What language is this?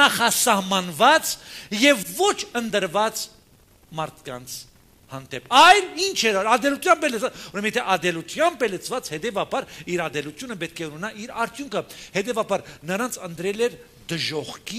Armenian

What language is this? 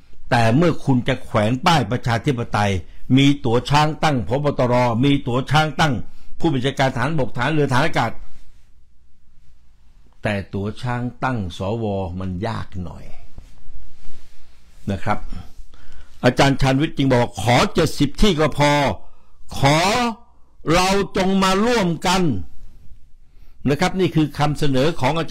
Thai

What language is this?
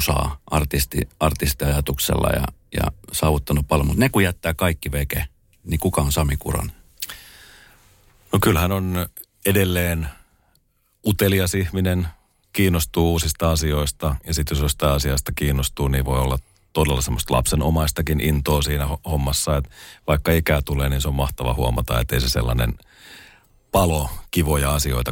Finnish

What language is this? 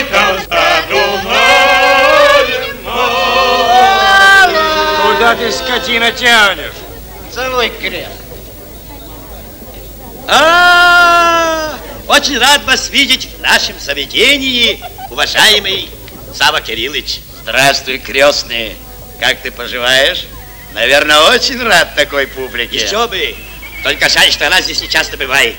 Russian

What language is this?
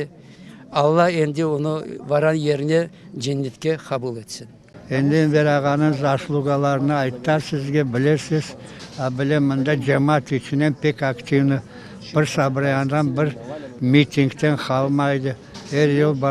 Crimean Tatar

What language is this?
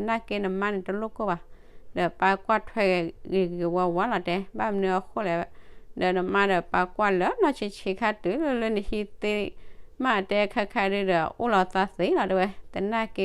S'gaw Karen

